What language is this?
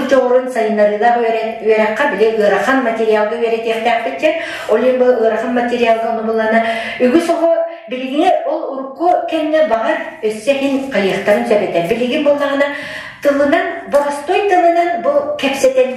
Yakut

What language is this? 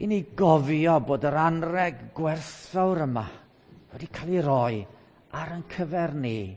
Welsh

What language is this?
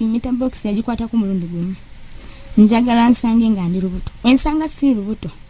Ganda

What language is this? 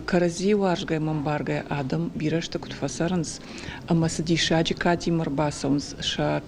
Ossetic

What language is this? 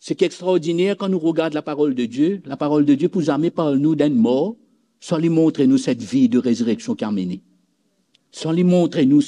Morisyen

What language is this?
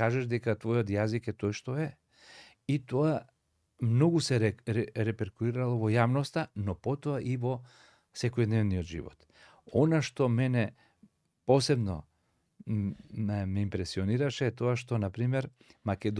Macedonian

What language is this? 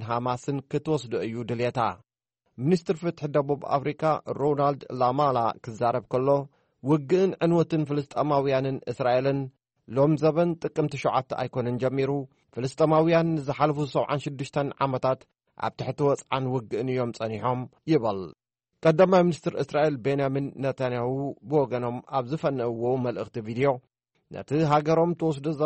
Tigrinya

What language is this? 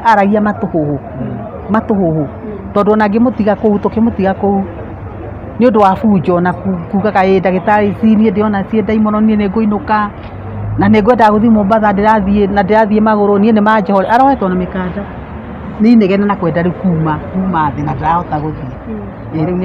Kikuyu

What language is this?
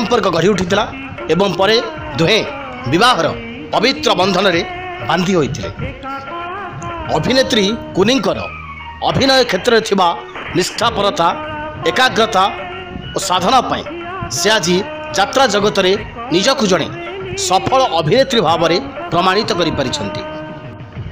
Odia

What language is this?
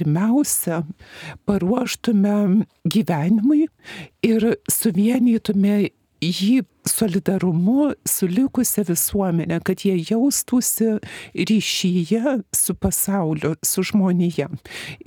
Lithuanian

